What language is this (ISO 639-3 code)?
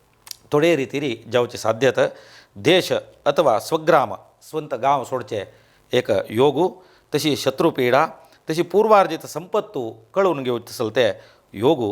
kok